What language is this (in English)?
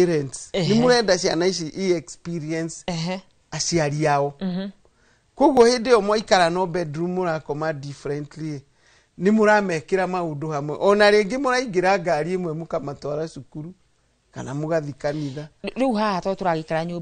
Kikuyu